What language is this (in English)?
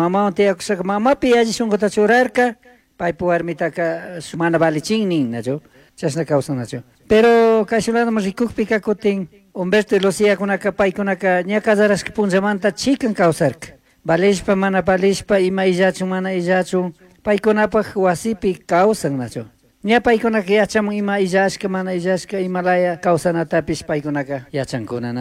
Chimborazo Highland Quichua